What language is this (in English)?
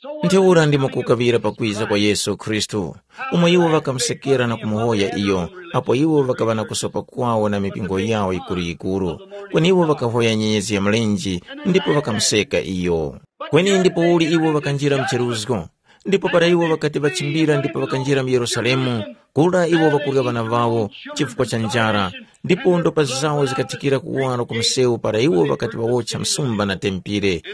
Tumbuka